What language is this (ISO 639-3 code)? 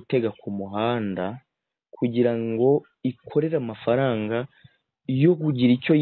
kin